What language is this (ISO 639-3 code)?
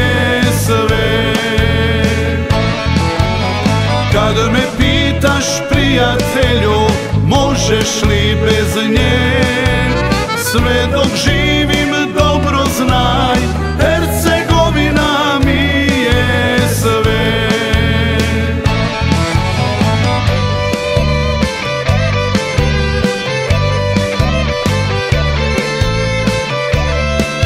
hrv